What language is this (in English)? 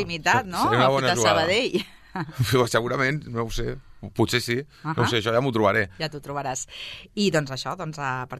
Catalan